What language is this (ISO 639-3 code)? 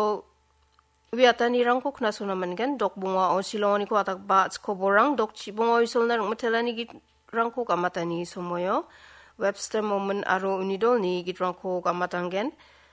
grt